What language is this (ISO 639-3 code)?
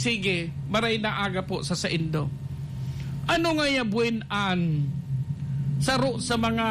bik